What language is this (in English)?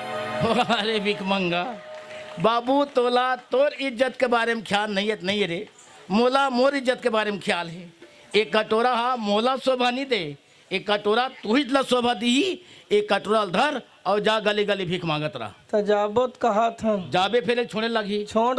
Chhattisgarhi